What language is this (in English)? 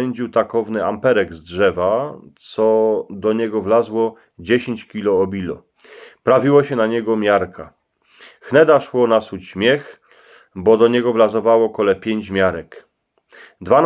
Silesian